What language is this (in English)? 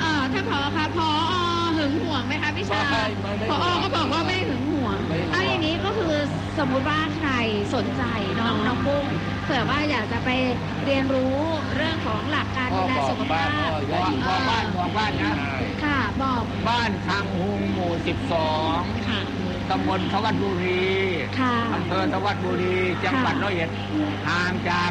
Thai